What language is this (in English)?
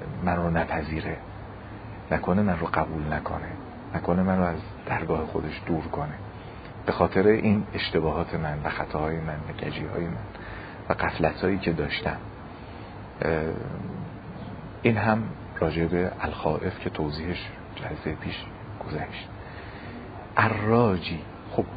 Persian